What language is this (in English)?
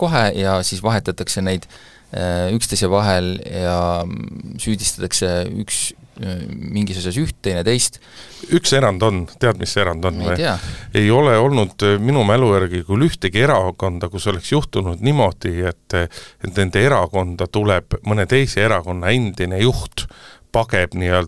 Estonian